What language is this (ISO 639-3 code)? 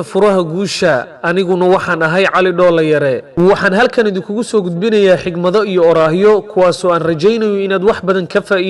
som